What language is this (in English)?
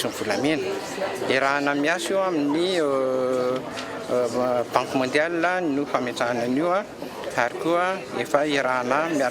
Malagasy